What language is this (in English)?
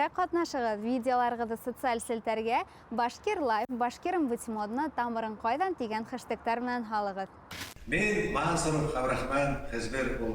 Bashkir